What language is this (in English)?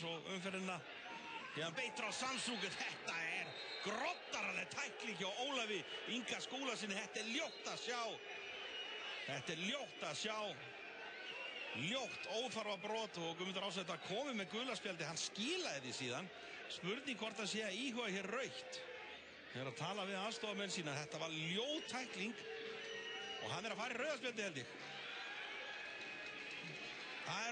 Icelandic